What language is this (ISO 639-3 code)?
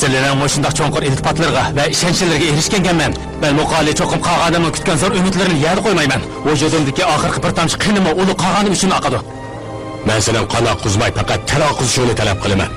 uig